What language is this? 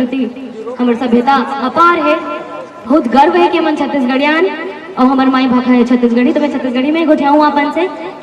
Chhattisgarhi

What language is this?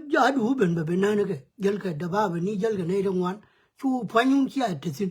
Nuer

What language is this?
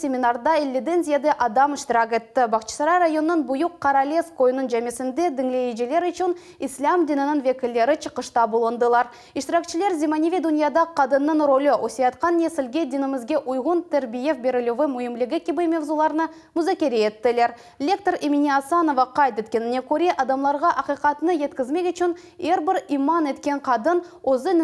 Crimean Tatar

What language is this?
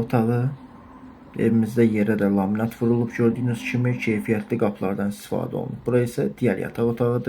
Azerbaijani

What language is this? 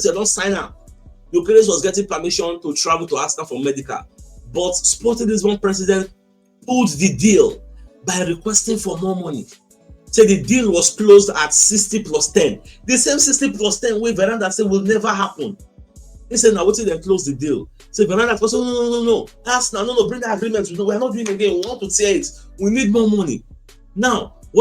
Nigerian Pidgin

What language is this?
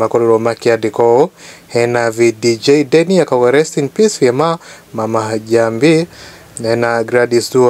Kikuyu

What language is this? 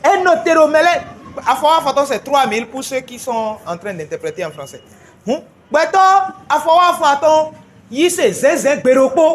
Fon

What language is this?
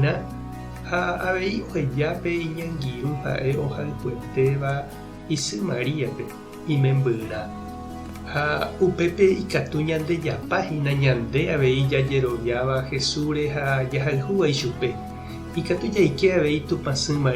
Guarani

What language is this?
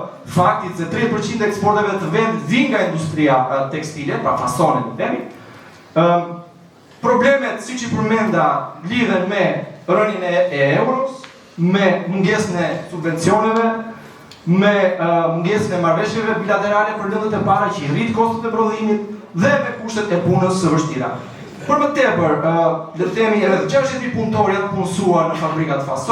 Albanian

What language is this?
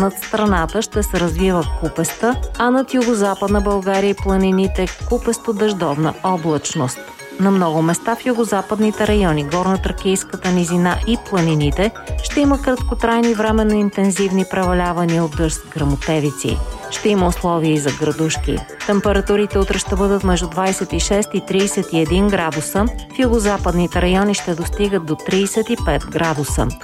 Bulgarian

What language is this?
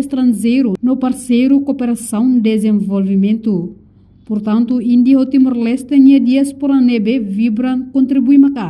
Tetum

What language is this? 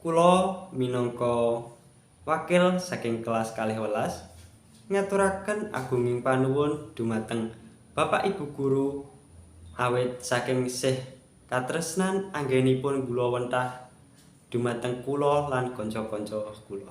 Javanese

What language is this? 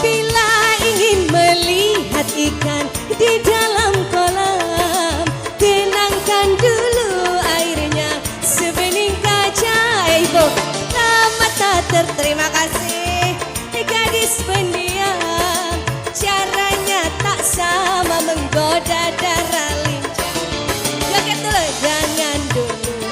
Banjar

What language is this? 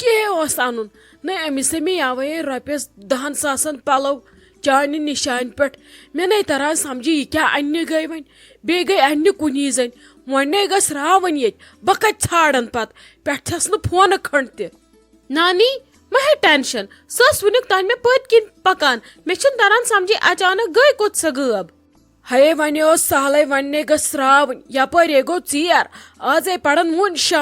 Kashmiri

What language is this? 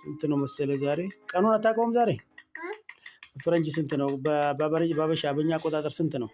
Amharic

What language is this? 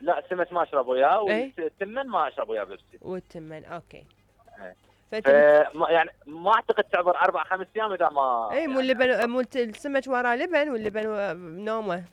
Mesopotamian Arabic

